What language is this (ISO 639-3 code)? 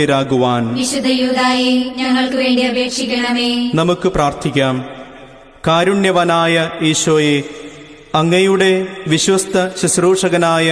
mal